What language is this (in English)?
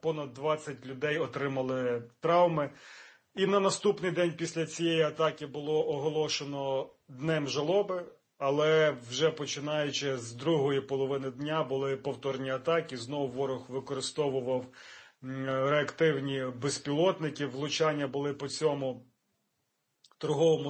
Ukrainian